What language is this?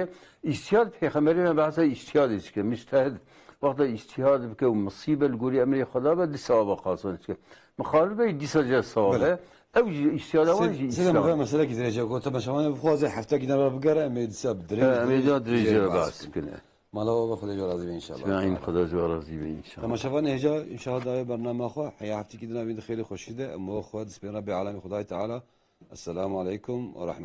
Kurdish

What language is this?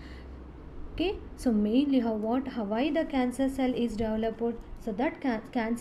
English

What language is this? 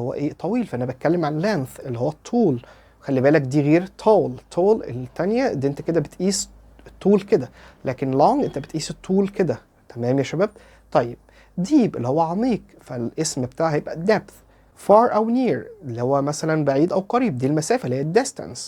Egyptian Arabic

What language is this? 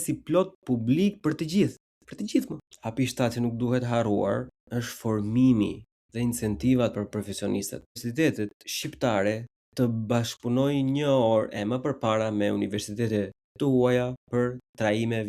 Albanian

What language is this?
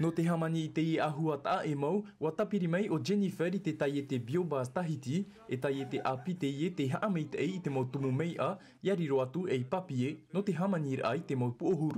Tahitian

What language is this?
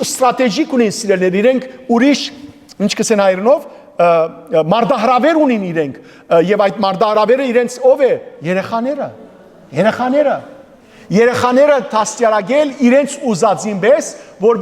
Western Armenian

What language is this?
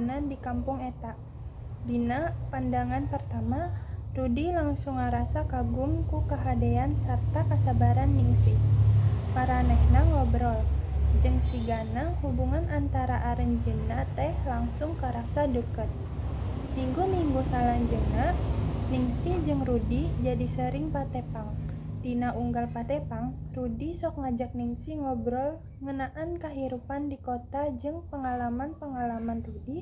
Sundanese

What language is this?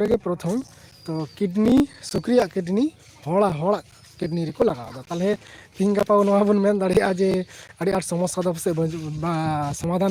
Santali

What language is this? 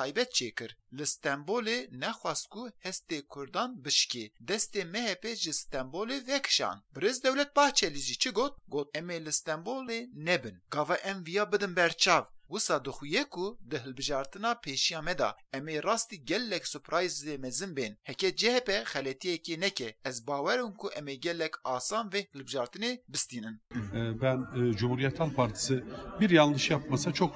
Kurdish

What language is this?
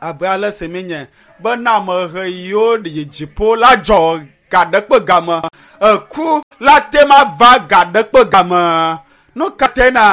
Ewe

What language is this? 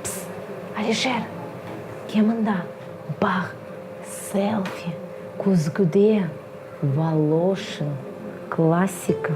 Crimean Tatar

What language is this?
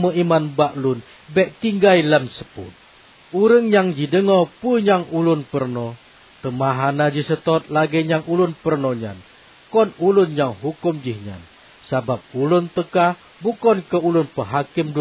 Achinese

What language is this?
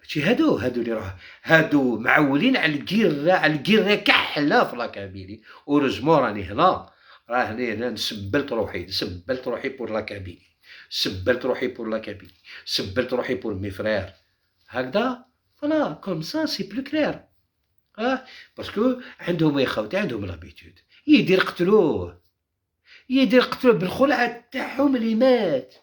Algerian Arabic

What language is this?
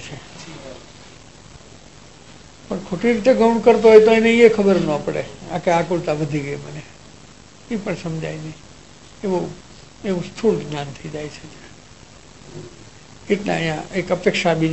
Gujarati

